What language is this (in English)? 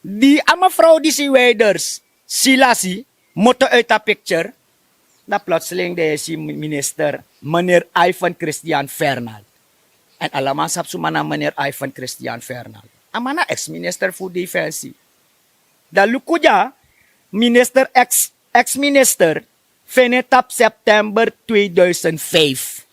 Sranan Tongo